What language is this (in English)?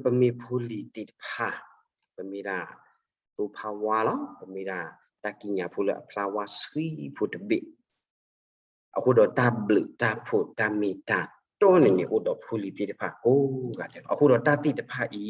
S'gaw Karen